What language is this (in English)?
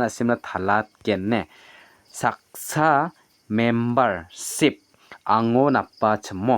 Garo